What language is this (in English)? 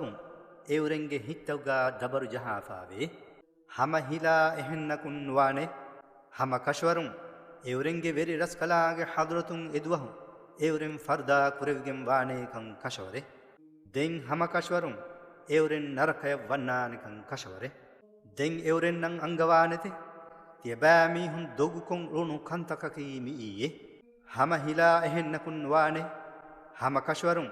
Divehi